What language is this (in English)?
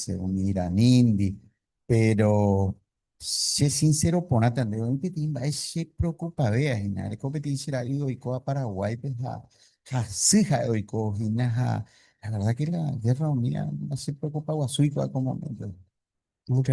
Guarani